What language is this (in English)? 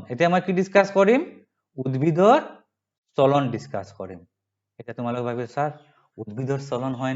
Assamese